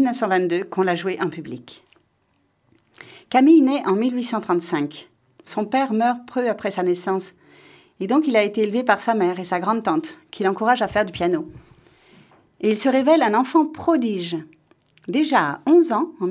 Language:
French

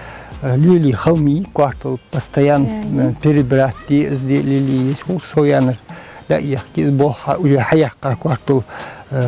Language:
Ingush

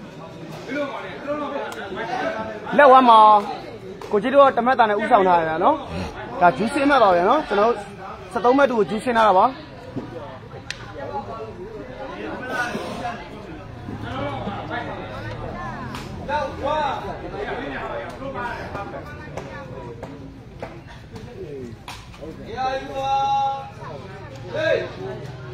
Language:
Burmese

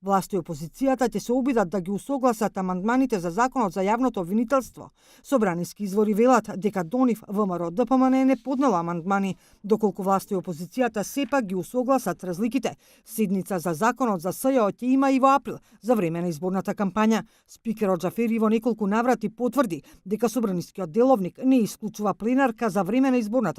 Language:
Macedonian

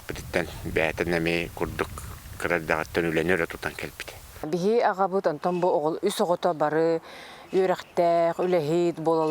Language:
Yakut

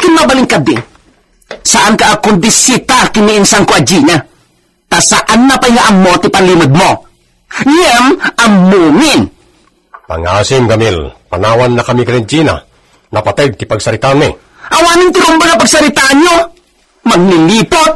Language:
Iloko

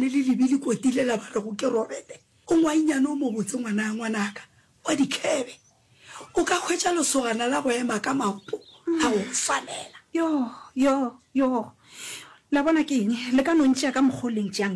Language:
Northern Sotho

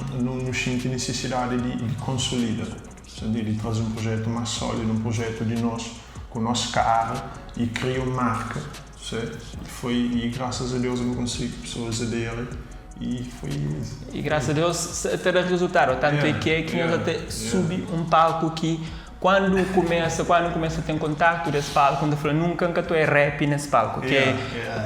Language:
Kabuverdianu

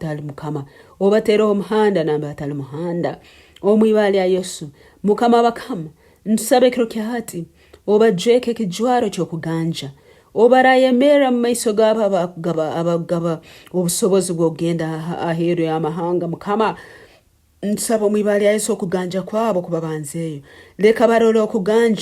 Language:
Nyankole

